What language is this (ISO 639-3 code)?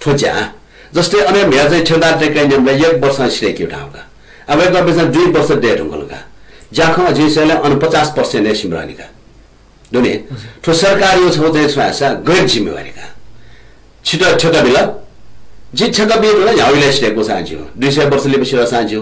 new